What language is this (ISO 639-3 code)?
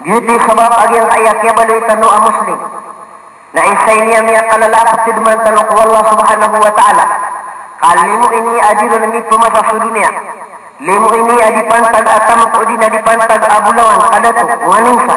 mrw